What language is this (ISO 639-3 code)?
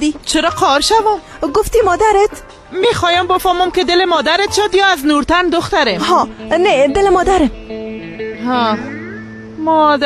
tgk